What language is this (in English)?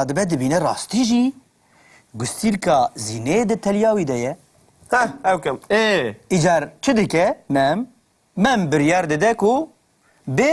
Kurdish